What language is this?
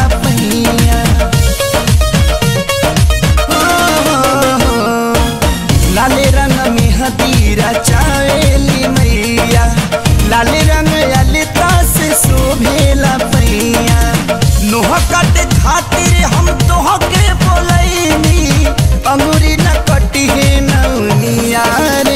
Bhojpuri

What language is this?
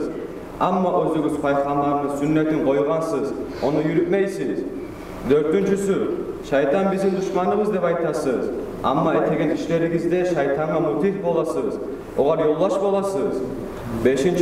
Kumyk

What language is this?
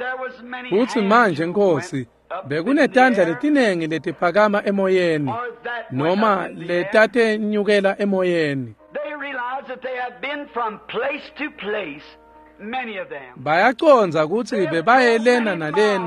Swati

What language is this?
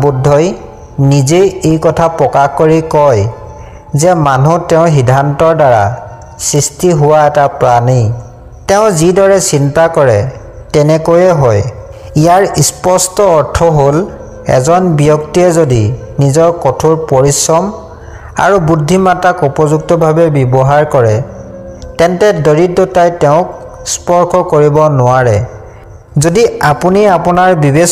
Assamese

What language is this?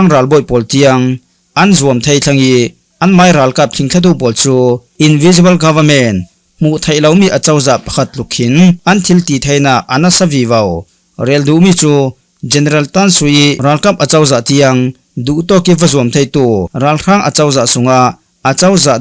Falam Chin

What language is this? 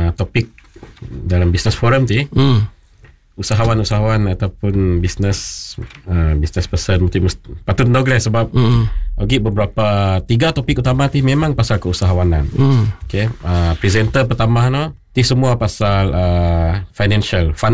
Malay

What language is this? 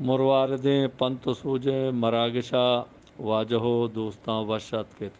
Eastern Balochi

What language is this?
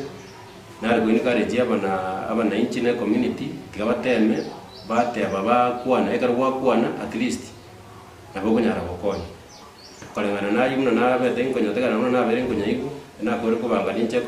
Gusii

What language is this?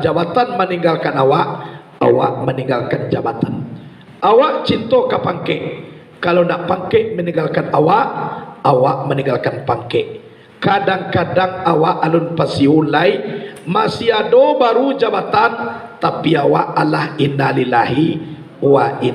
Minangkabau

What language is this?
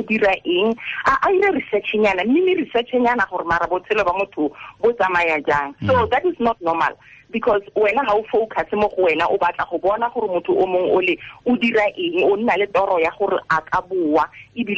Tswana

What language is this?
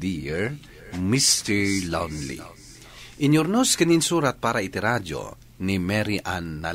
Iloko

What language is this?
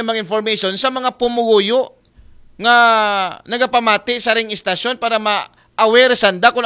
Aklanon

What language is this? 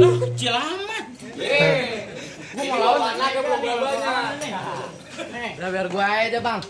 Betawi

